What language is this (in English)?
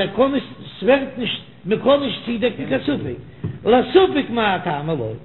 Yiddish